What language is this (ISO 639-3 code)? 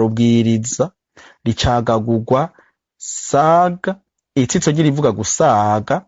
run